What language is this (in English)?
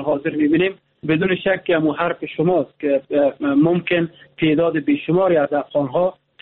Persian